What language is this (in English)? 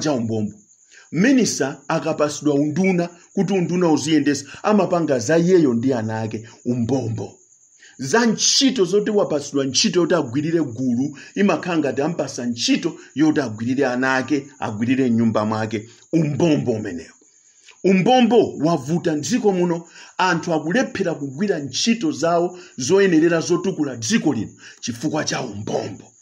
Nyanja